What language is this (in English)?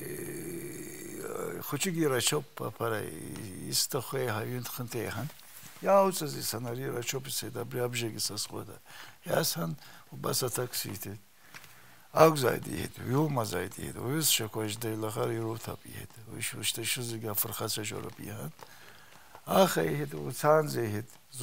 Abkhazian